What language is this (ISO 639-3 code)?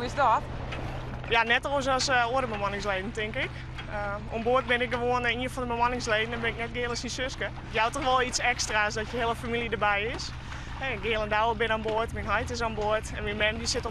fry